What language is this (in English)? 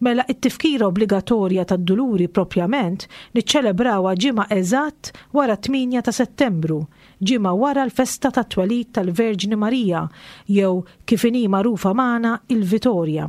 Maltese